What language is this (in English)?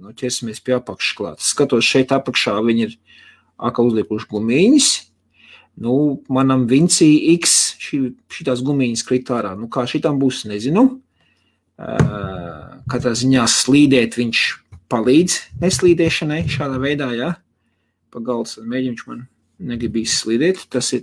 Latvian